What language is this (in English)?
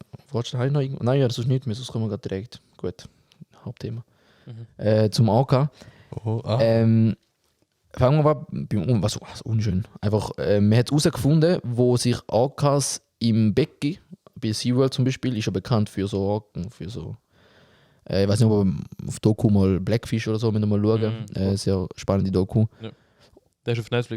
Swiss German